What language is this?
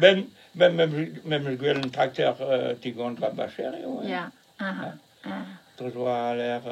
Breton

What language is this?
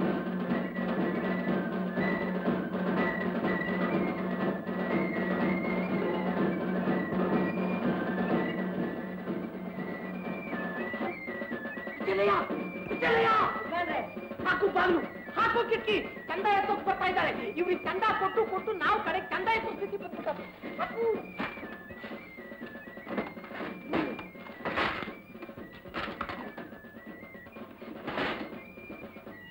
Kannada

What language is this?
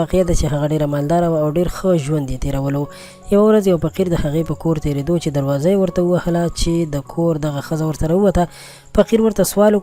Pashto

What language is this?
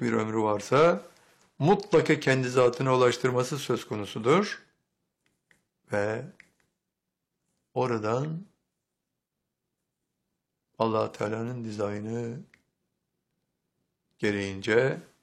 Turkish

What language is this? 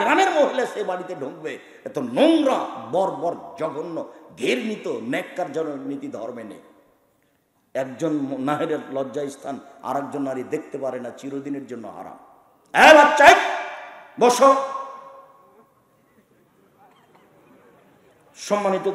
Bangla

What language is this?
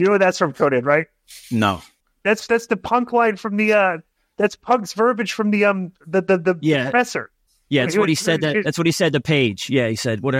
English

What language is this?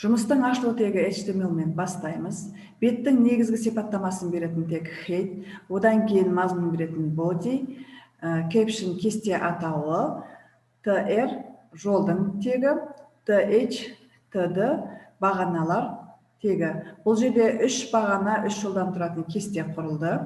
Kazakh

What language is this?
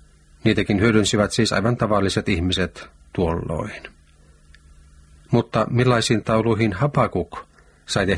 Finnish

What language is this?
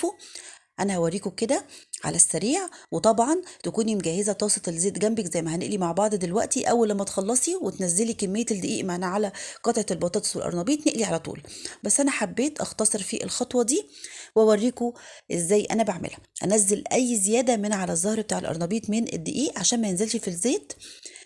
Egyptian Arabic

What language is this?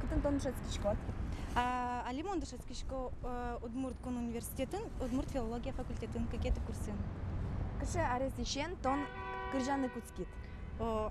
Udmurt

